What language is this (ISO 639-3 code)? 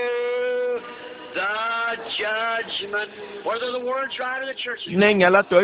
ewe